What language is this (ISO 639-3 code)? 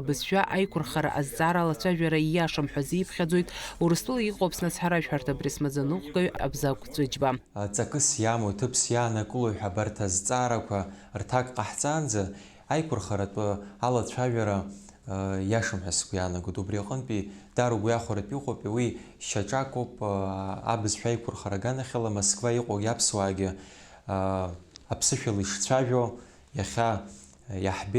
abk